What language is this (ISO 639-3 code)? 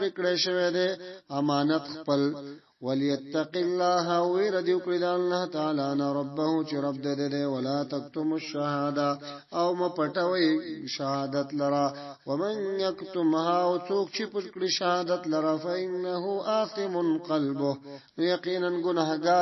pus